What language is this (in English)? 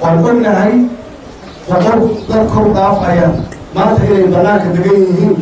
Somali